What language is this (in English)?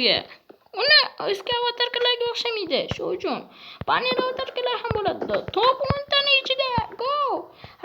Uzbek